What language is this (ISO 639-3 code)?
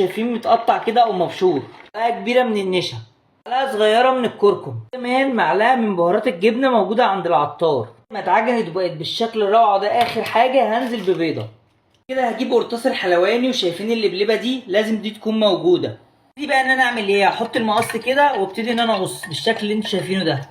arz